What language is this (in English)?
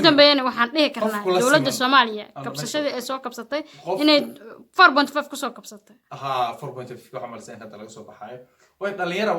Somali